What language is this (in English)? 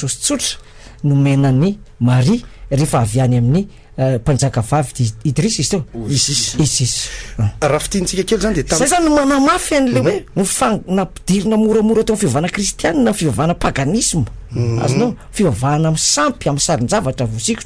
Malagasy